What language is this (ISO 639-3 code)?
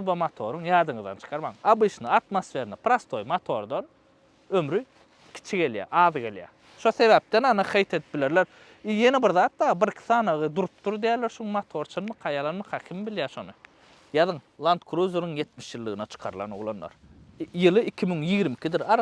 tuk